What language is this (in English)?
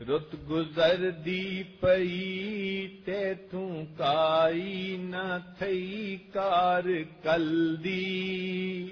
Saraiki